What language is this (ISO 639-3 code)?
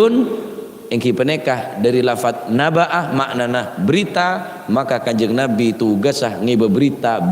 mad